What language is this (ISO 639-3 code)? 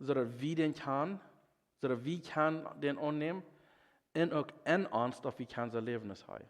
pdt